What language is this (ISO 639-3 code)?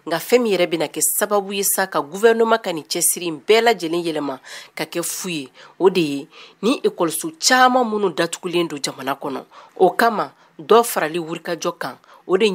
bam